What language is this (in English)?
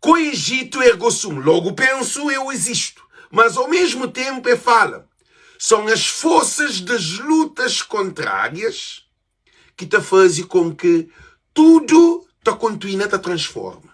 Kabuverdianu